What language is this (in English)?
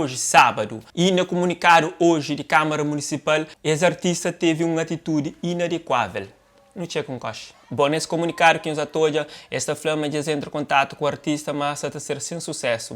Kabuverdianu